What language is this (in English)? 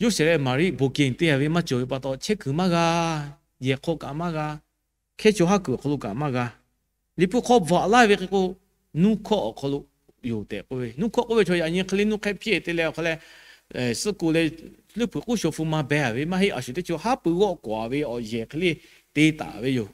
Lahu